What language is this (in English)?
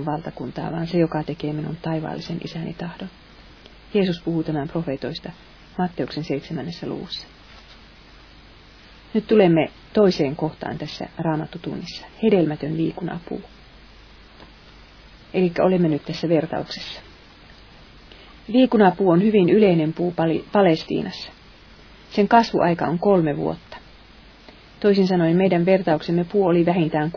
Finnish